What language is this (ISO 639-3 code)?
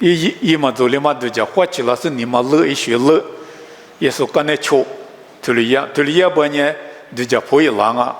lis